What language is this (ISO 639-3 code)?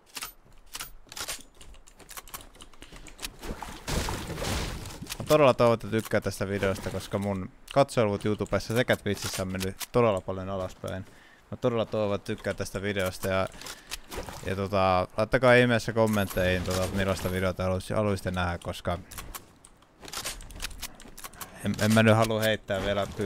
fin